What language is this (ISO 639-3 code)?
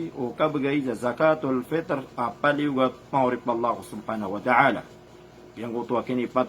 mrw